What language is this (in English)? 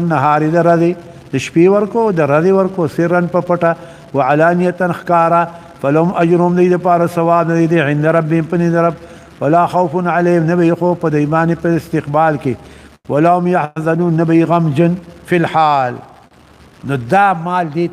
Pashto